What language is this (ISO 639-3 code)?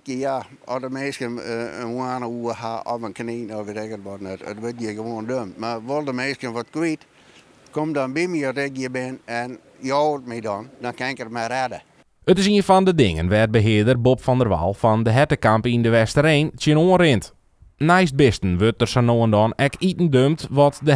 fry